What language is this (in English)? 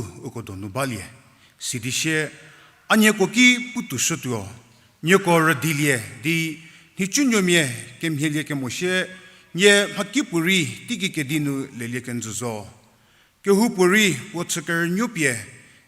Angami Naga